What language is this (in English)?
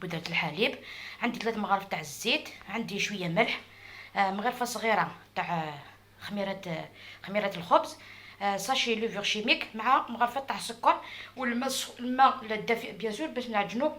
Algerian Arabic